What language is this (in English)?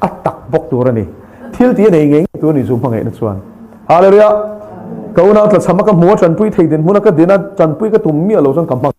Mizo